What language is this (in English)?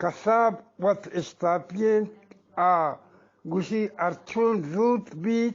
Eastern Balochi